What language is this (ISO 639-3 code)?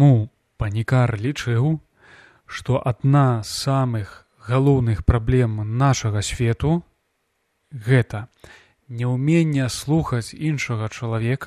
bel